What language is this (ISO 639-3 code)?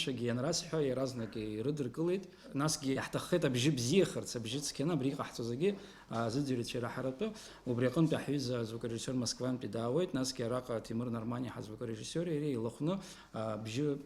abk